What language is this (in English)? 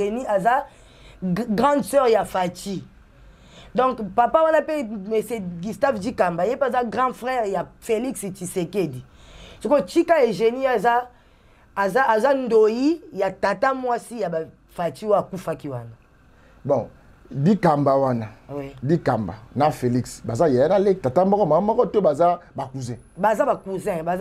Lingala